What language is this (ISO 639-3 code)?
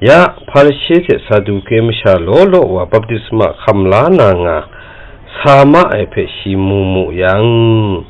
kac